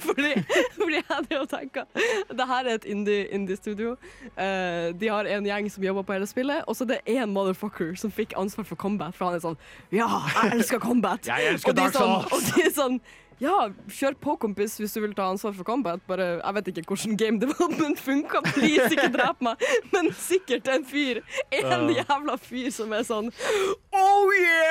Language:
Norwegian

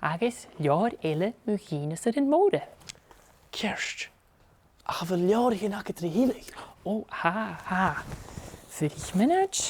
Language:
Scottish Gaelic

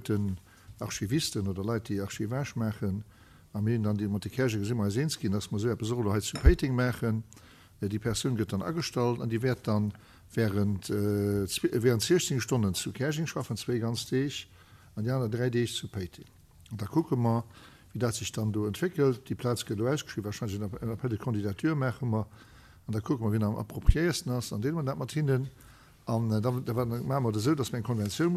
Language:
Luxembourgish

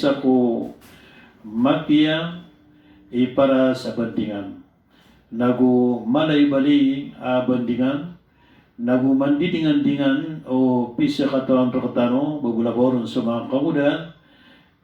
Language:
Maranao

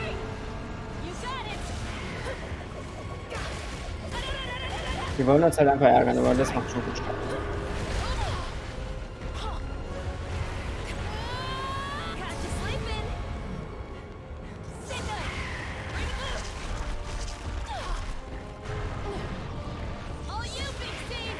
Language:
German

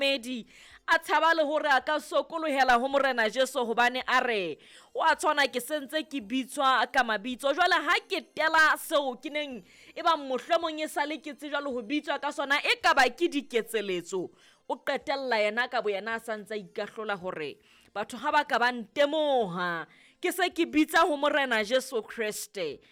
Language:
Southern Sotho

